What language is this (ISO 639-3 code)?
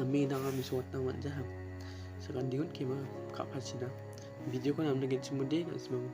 grt